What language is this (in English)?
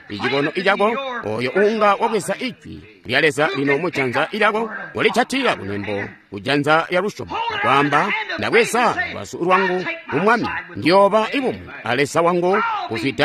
Tonga (Zambia)